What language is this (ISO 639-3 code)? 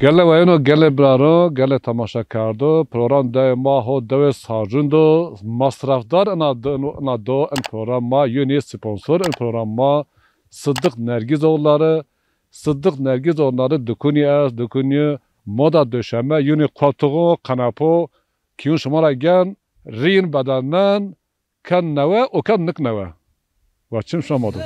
zza